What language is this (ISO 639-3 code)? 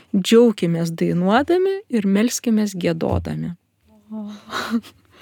lit